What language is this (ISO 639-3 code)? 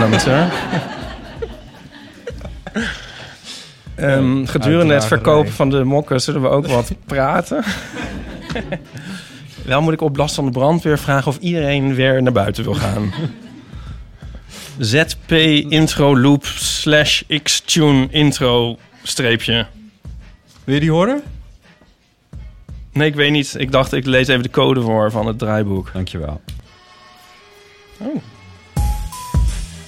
nld